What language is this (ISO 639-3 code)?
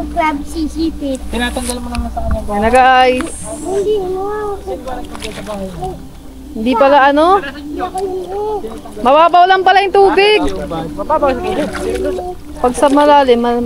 fil